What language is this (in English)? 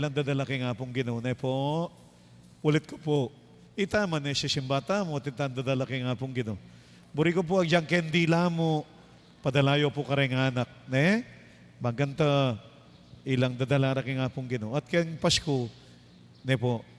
Pampanga